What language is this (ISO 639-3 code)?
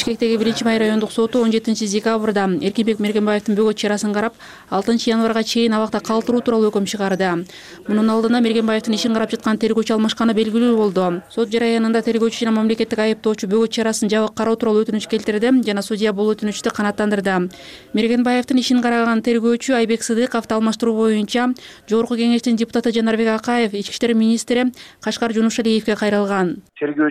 kir